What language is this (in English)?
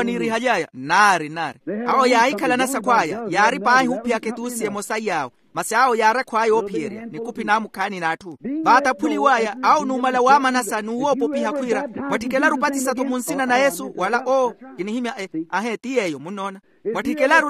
Makhuwa